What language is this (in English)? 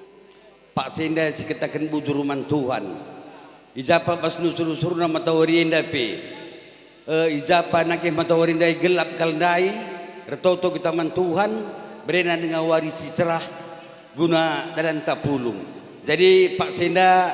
Batak Karo